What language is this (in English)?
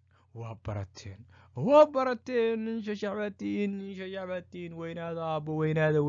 Somali